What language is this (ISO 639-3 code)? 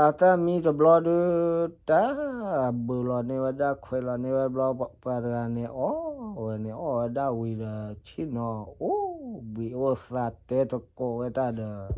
ksw